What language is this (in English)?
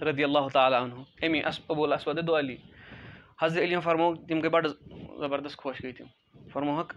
Kashmiri